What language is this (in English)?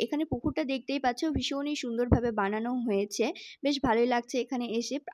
Bangla